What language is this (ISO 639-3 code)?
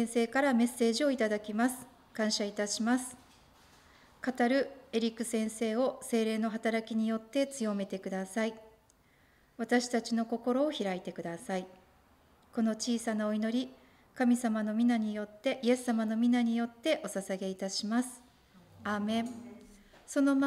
jpn